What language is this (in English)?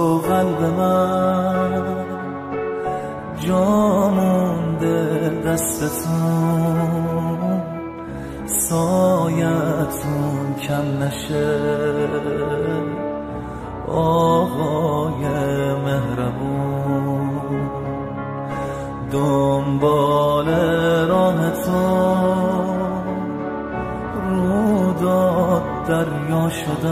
Persian